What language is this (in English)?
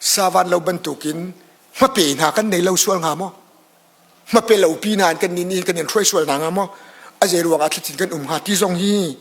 Hakha Chin